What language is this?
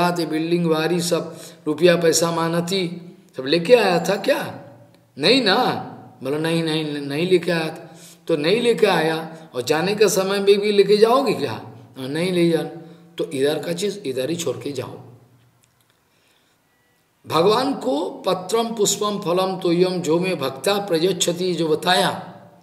Hindi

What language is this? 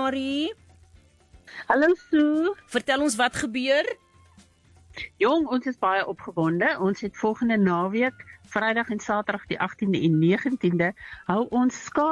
Afrikaans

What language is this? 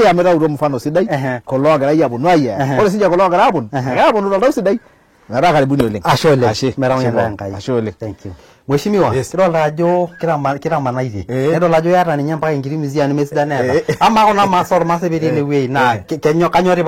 Masai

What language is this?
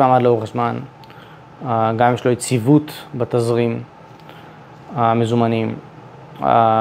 Hebrew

